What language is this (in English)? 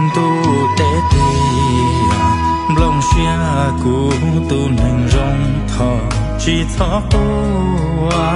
Hmong